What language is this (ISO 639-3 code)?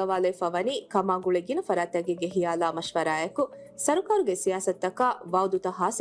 div